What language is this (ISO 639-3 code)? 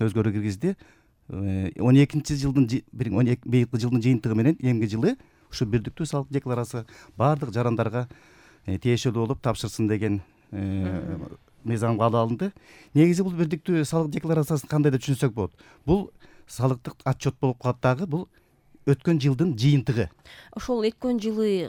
kir